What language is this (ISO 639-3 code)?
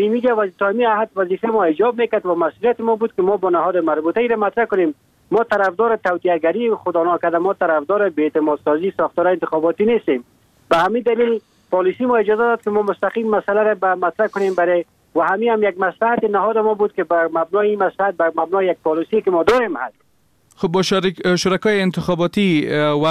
fas